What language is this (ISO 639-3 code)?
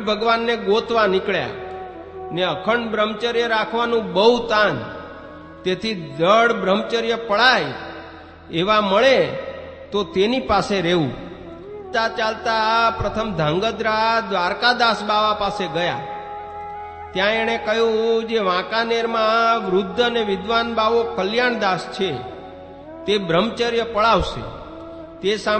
guj